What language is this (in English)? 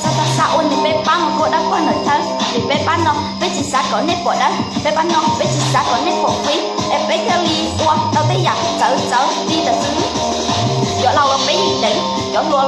Hmong